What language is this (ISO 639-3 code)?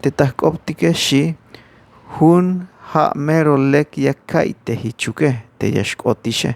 tzh